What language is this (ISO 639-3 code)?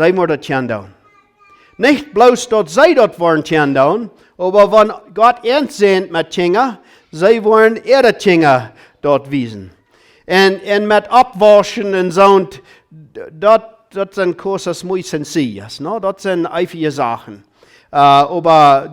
pdt